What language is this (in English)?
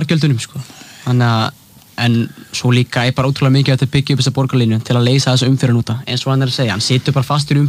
Icelandic